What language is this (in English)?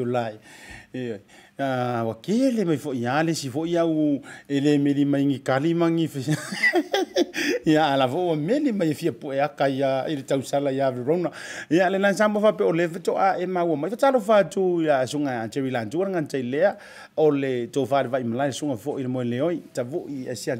Samoan